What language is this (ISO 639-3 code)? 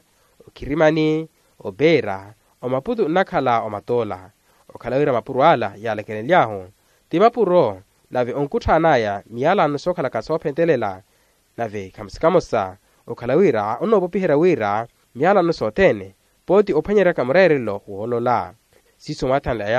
vmw